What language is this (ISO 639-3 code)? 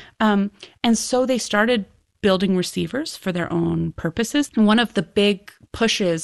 eng